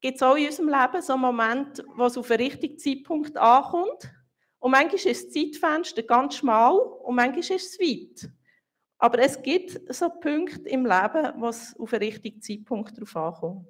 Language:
Swiss German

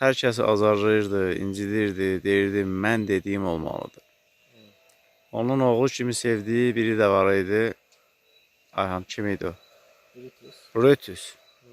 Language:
Azerbaijani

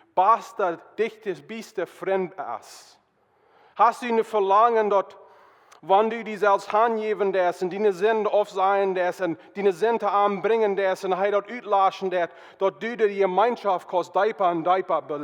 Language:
Plautdietsch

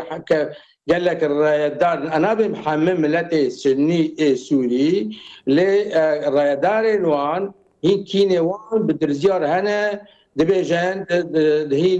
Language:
Kurdish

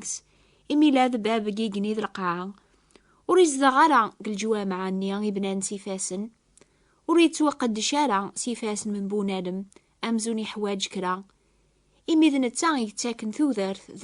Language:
Kabyle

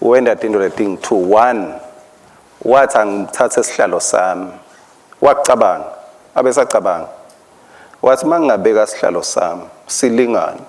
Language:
Swati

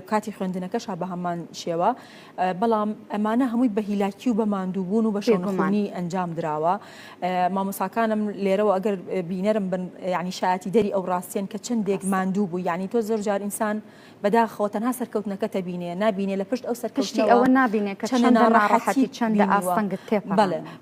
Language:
Central Kurdish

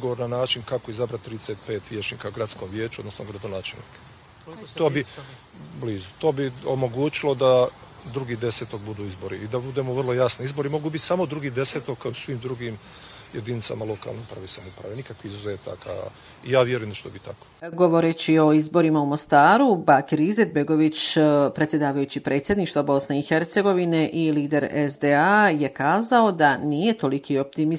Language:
Bosnian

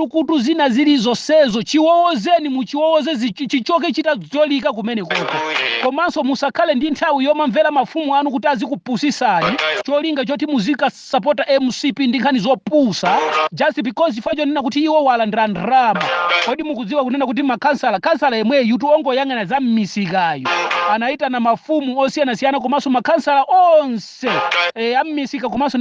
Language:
Nyanja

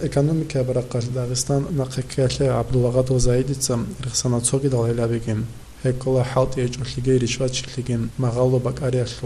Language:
Avaric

